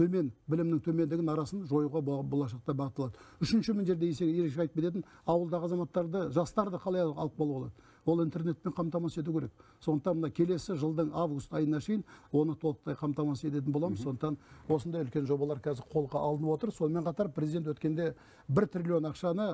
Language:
Kazakh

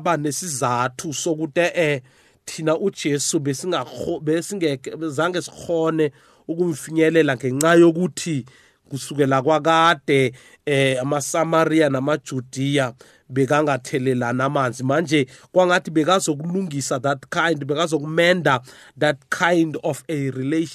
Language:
South Ndebele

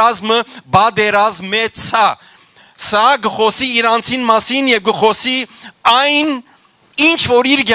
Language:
Western Armenian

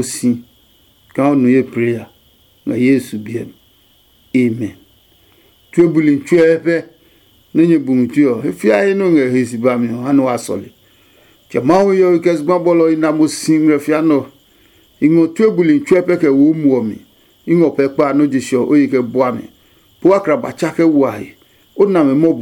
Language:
Adangme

